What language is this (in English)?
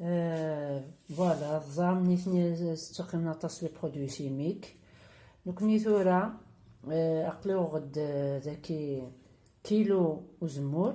Kabyle